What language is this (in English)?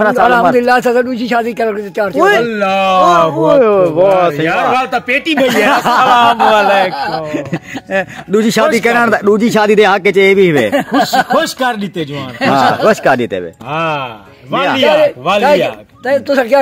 Saraiki